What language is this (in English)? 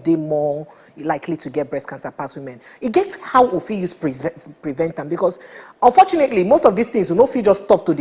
Nigerian Pidgin